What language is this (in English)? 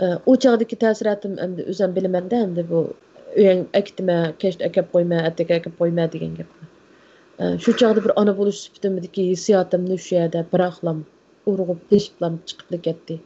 Uyghur